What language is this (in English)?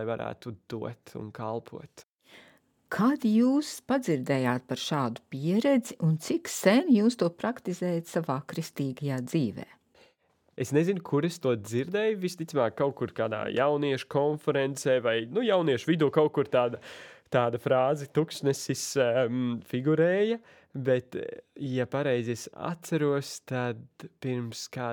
Latvian